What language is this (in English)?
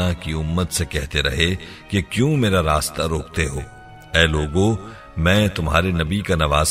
Urdu